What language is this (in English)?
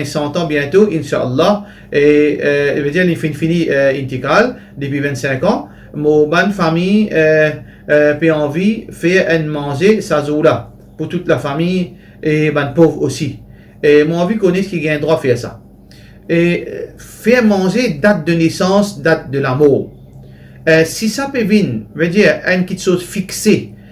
Morisyen